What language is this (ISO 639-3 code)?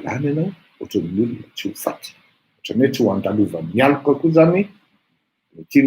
mlg